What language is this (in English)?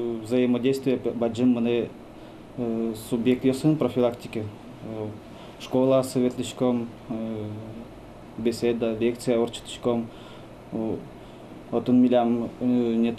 Udmurt